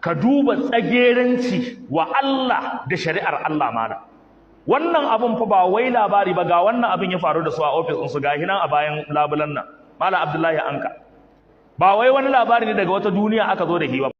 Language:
Hausa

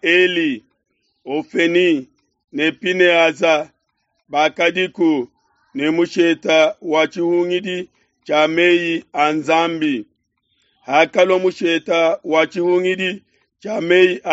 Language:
Luba-Lulua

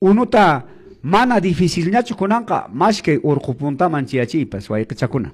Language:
Quechua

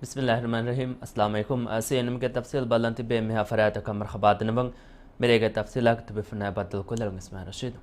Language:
Divehi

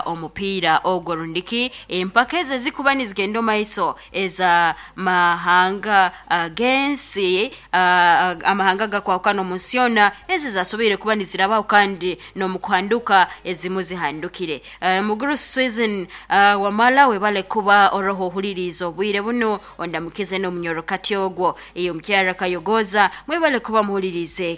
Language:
Nyoro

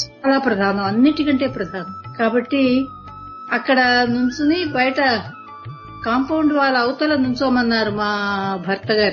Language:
Telugu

